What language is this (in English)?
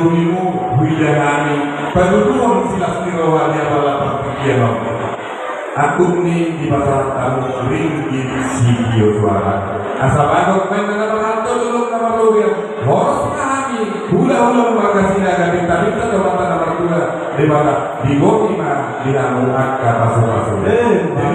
Batak Toba